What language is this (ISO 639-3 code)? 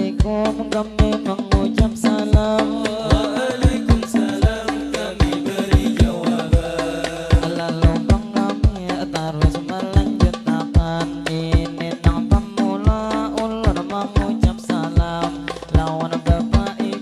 bjn